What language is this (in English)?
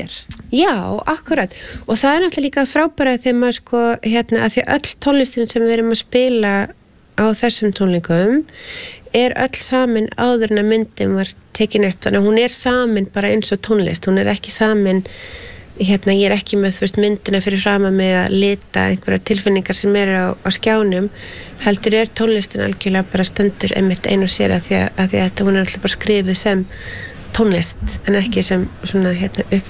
Icelandic